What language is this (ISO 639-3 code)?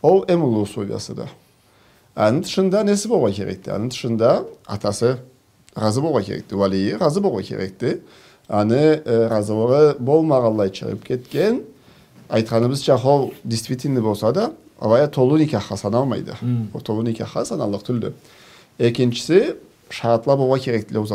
krc